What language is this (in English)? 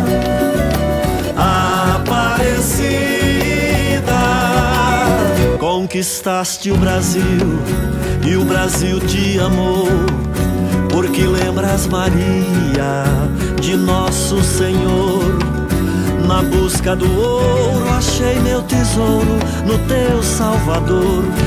Portuguese